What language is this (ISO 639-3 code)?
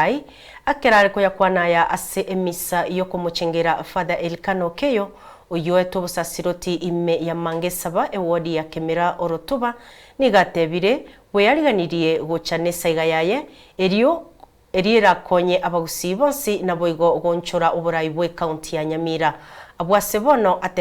guz